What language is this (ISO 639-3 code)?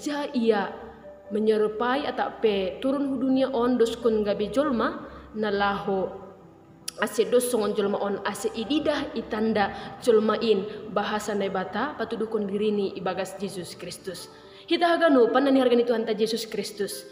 bts